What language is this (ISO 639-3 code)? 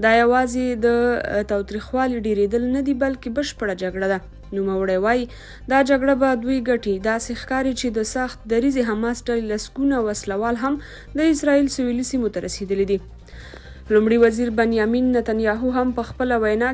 pus